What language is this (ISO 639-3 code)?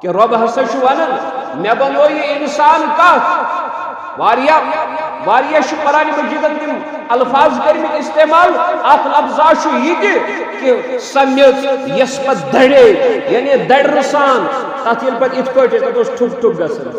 kas